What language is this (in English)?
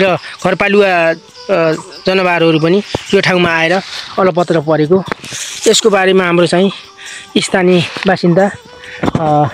Nepali